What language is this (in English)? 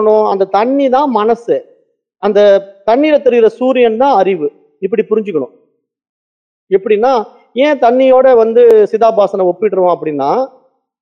Tamil